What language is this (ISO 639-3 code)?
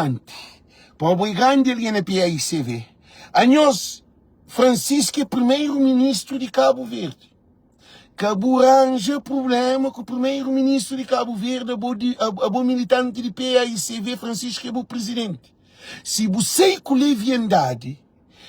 kea